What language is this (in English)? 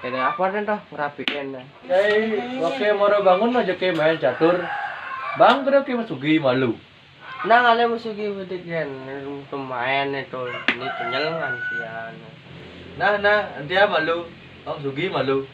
Balinese